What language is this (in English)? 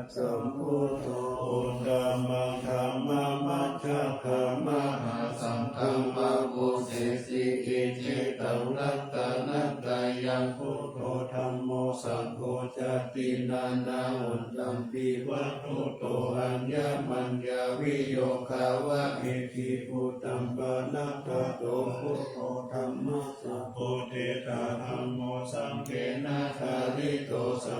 Pali